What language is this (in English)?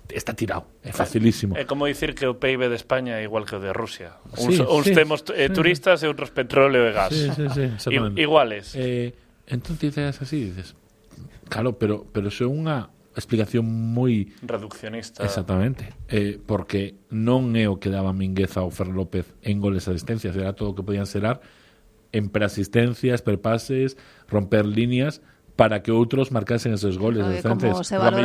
Galician